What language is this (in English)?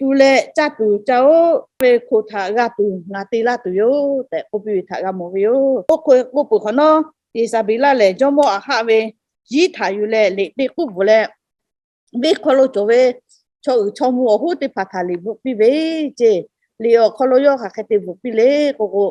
Lahu